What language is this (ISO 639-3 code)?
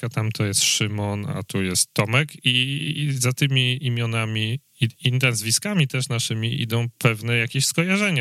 pol